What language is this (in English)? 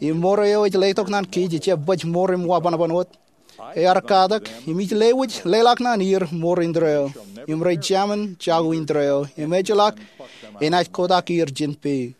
Marshallese